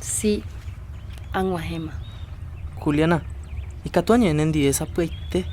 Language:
Guarani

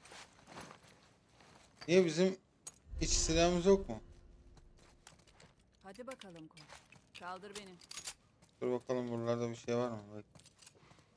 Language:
Turkish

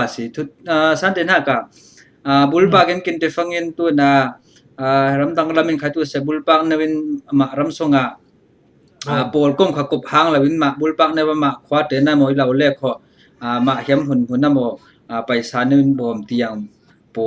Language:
Falam Chin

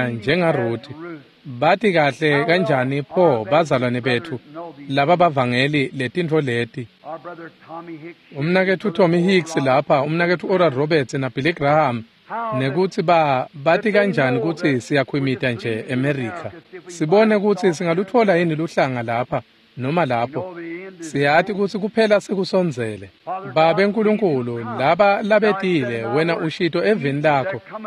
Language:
Swati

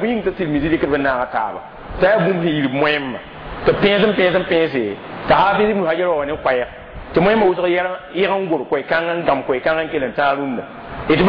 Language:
Mossi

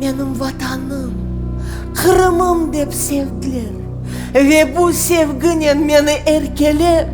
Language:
Crimean Tatar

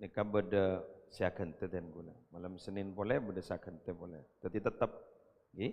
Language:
Madurese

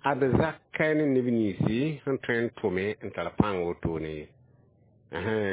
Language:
Mossi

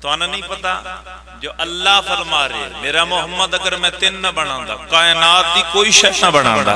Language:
Pahari-Potwari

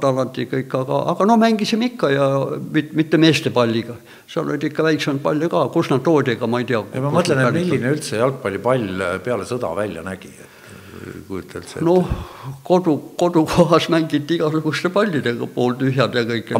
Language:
Estonian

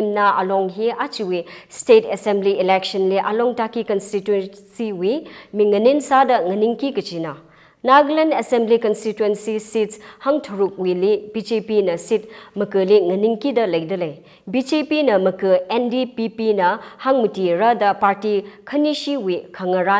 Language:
Tangkhul Naga (India)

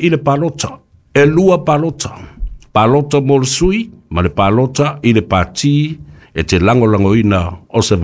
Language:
Samoan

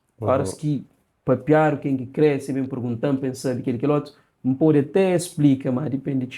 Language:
Kabuverdianu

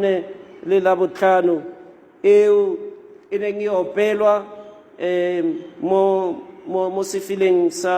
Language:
Tswana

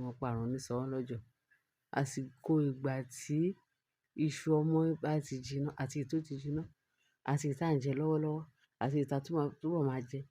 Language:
Yoruba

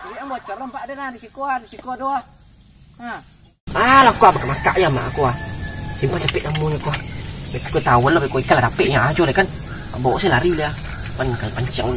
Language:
Minangkabau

